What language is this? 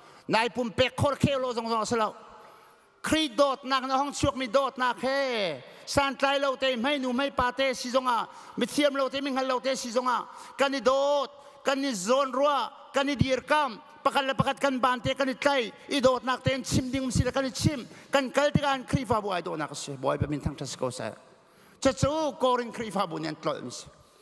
Hakha Chin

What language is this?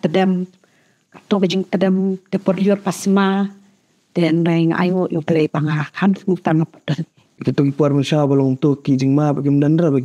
Khasi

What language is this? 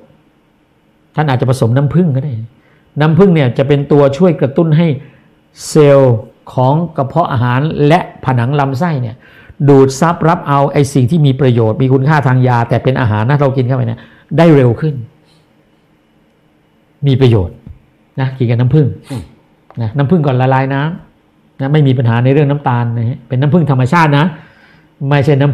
Thai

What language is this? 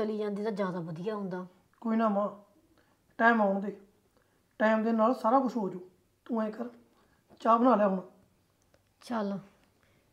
Punjabi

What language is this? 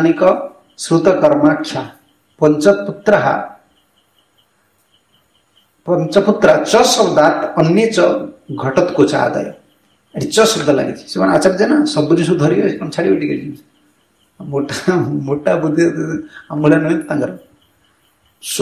Odia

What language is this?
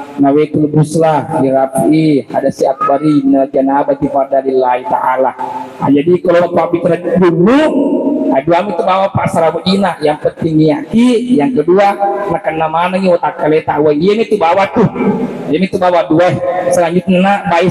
Buginese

